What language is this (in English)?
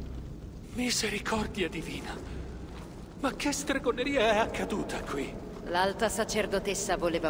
Italian